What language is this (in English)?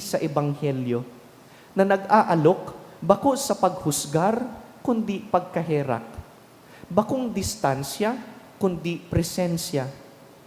Bikol